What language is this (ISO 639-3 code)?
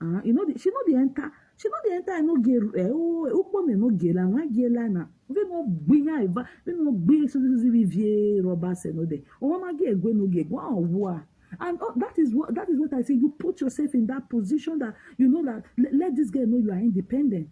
pcm